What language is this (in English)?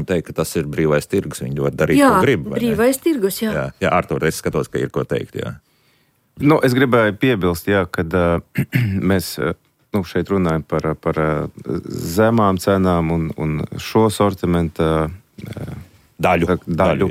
Latvian